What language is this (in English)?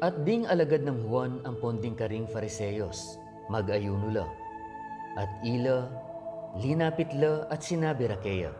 Pampanga